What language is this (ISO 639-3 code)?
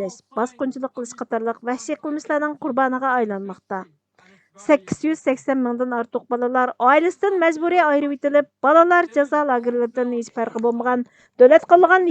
uig